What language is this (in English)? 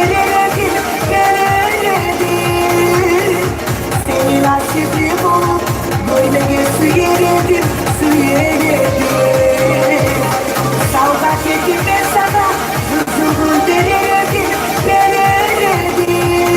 Kumyk